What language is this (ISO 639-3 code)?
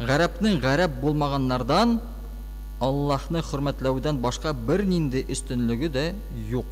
tat